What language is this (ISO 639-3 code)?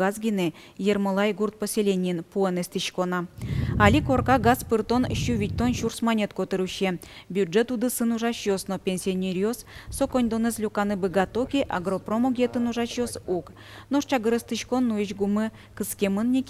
udm